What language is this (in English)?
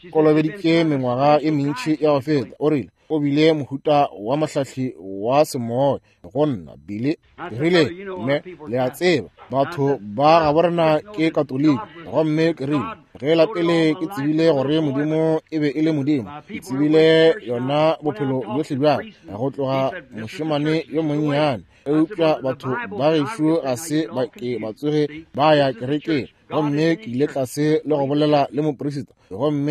Northern Sotho